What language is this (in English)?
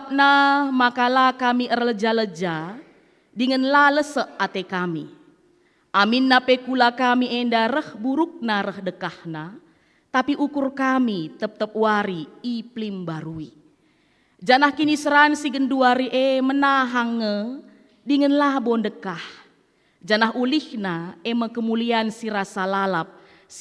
Batak Karo